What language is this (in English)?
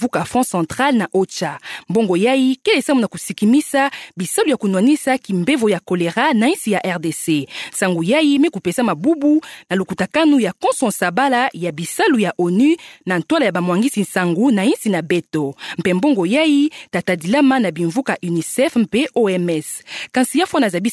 Kituba (Democratic Republic of Congo)